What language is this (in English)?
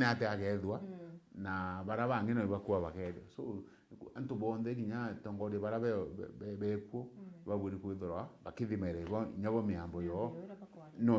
Meru